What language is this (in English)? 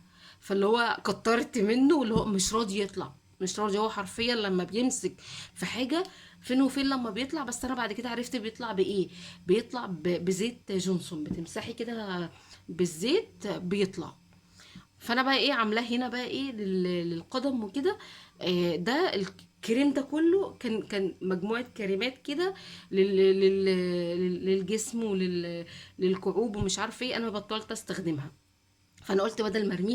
Egyptian Arabic